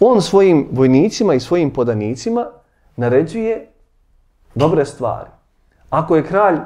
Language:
Bosnian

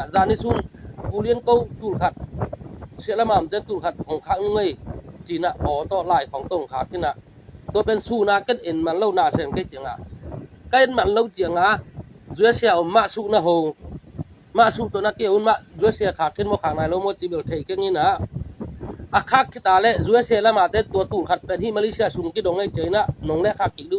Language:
Tedim Chin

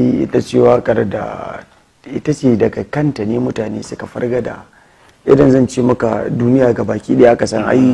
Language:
Hausa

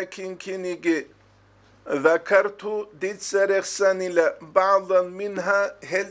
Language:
Avaric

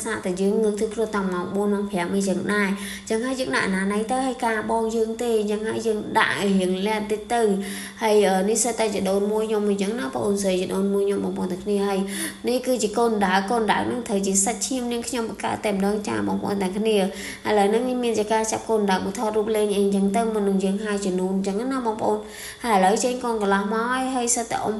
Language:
Khmer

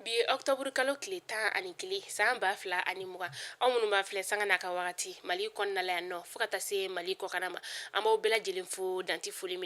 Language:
Bambara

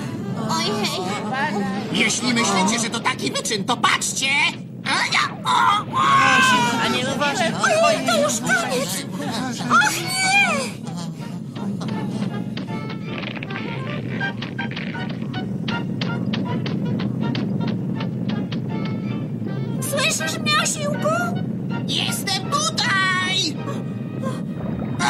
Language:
Polish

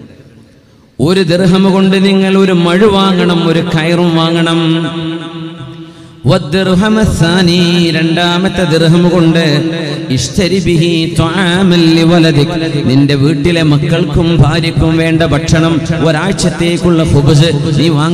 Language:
Malayalam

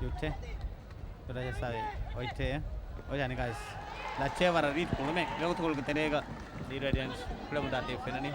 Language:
Divehi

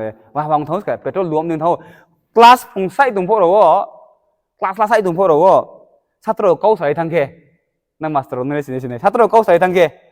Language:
Riang (India)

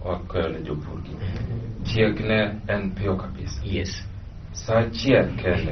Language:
Luo (Kenya and Tanzania)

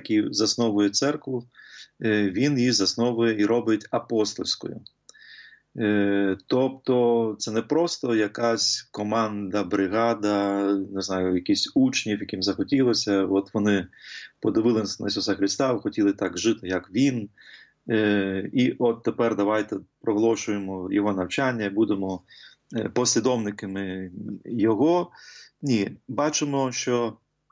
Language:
Ukrainian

